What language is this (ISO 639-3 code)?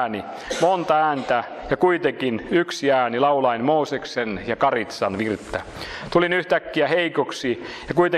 fin